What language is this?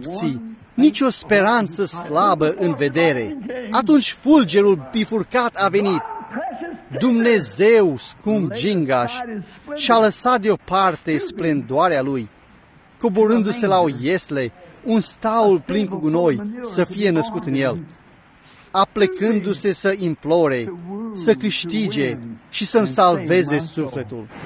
Romanian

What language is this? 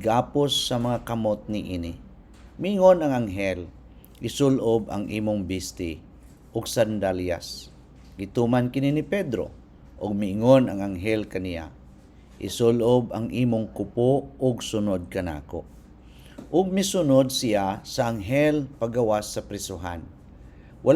Cebuano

